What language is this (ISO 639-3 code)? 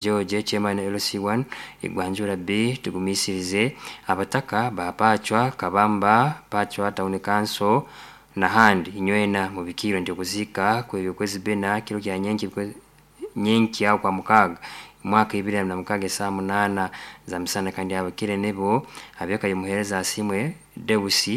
nyo